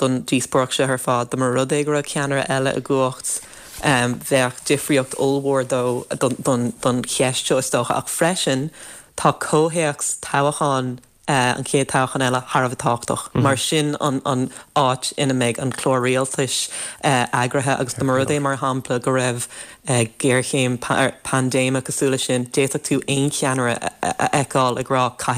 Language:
Irish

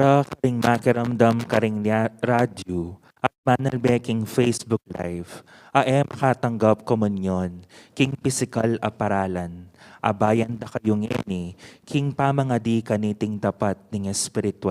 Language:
Pampanga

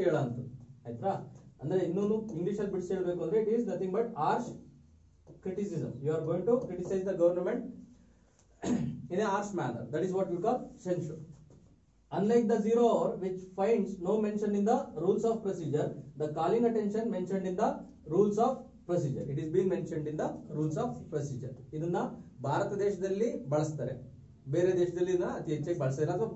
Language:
Kannada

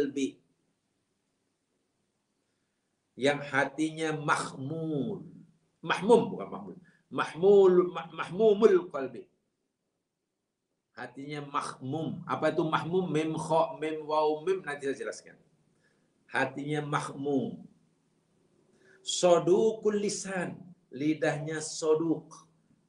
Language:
Malay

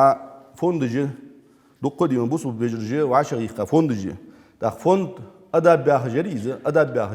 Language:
Ingush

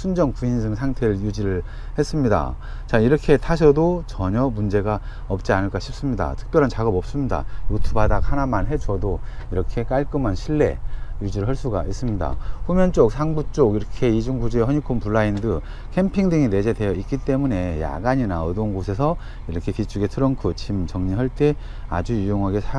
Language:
Korean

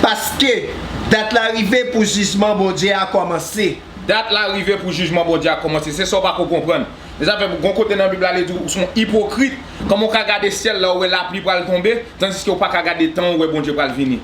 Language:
Haitian Creole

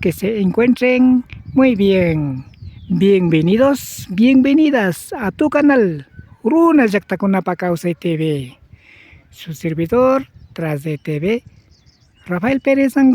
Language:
Imbabura Highland Quichua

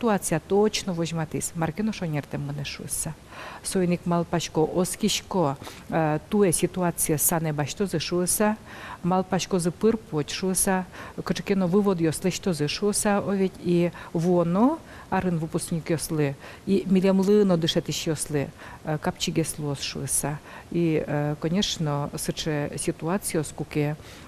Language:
Udmurt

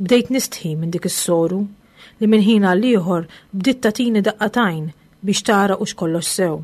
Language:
Maltese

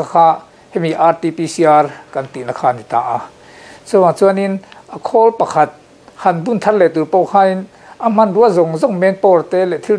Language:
Mizo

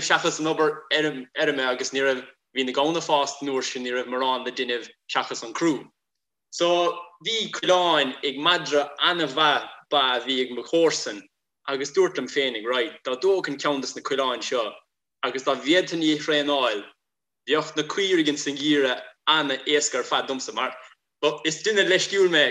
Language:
Irish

